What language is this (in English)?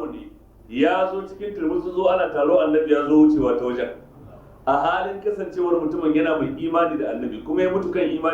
Hausa